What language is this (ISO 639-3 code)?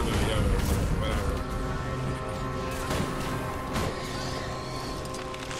eng